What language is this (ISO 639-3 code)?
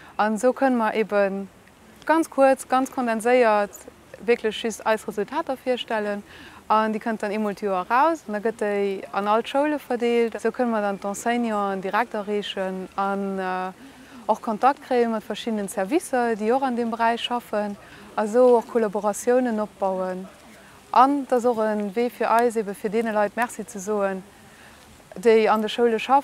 ltz